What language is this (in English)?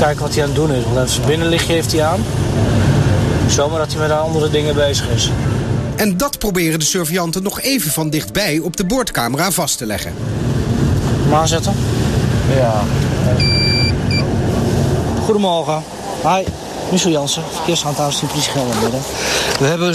Dutch